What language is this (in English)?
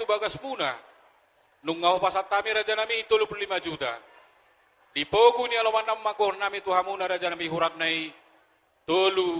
Batak Toba